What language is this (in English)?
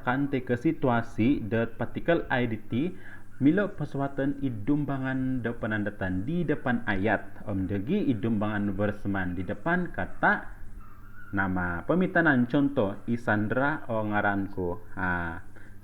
Central Dusun